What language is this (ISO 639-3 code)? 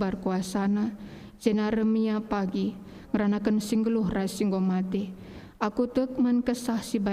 btx